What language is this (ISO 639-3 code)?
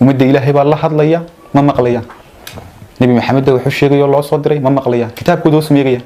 som